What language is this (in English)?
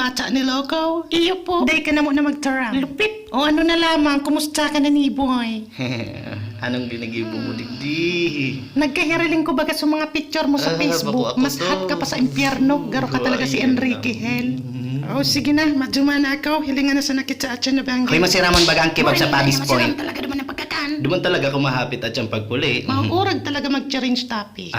Bikol